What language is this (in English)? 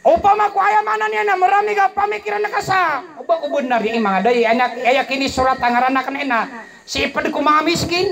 Maranao